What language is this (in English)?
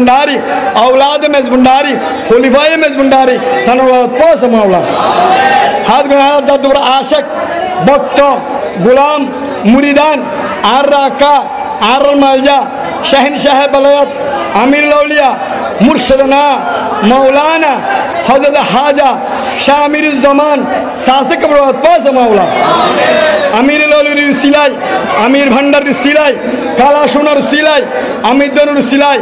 Bangla